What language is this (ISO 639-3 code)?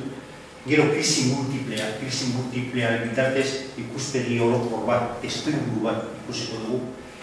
eus